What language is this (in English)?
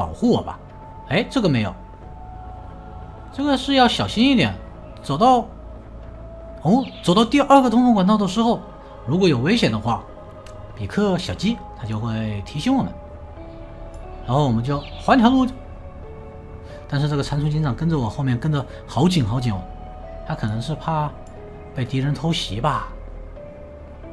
Chinese